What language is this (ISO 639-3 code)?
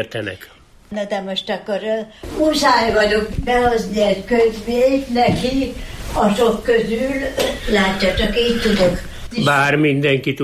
hun